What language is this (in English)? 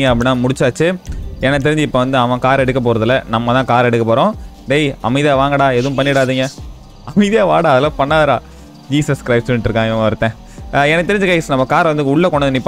Tamil